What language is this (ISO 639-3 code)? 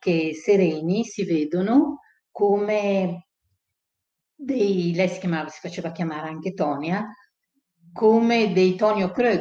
ita